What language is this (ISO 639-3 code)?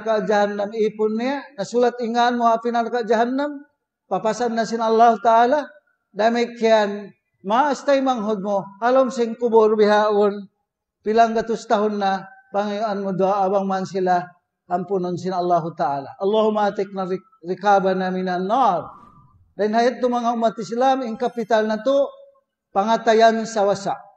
tsg